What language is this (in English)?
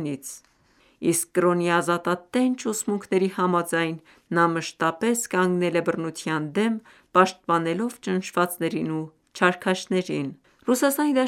Armenian